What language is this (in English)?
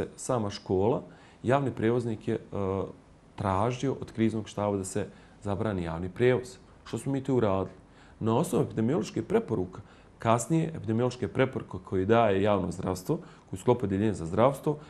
Bosnian